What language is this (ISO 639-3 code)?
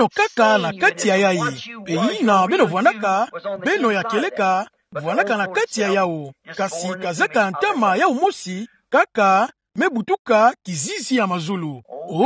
ktu